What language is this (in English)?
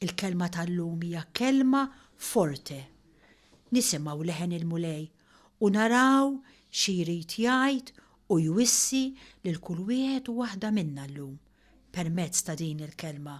Maltese